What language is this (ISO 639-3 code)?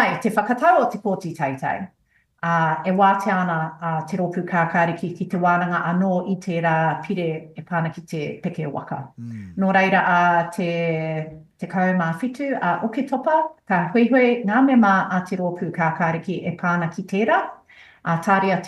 mri